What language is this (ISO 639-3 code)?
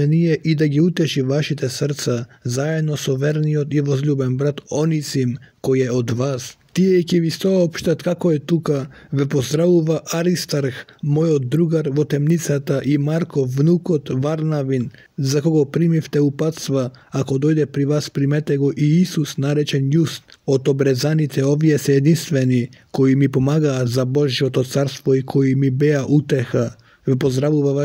mkd